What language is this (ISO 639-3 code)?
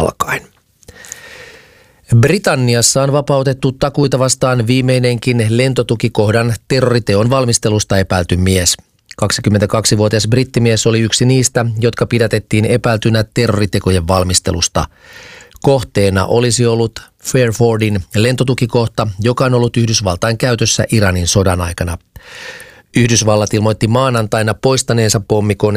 fin